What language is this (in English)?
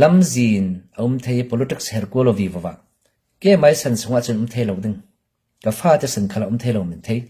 Falam Chin